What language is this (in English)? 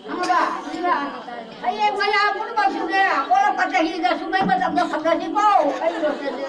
Manipuri